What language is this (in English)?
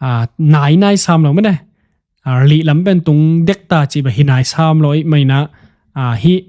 Tedim Chin